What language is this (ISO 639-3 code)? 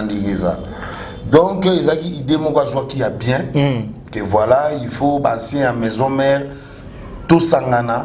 lin